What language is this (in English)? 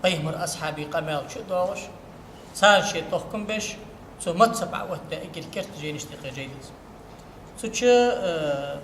Ingush